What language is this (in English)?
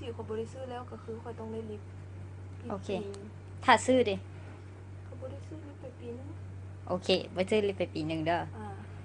Lao